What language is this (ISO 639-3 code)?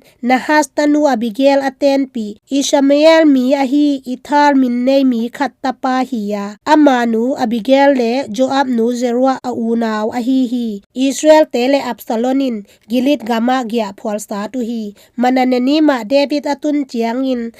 ctd